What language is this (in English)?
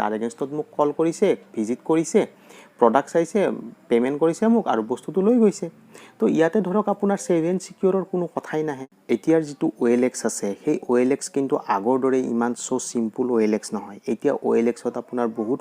Assamese